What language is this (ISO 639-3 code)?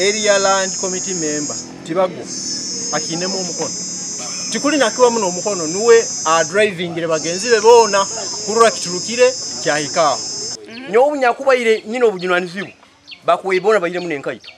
nyn